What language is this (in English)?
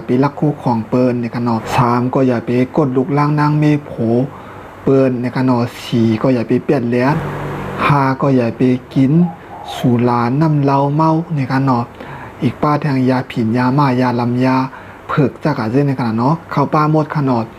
Shan